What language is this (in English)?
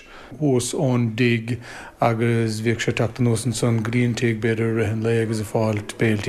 Irish